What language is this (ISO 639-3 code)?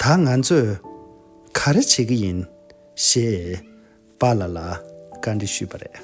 bod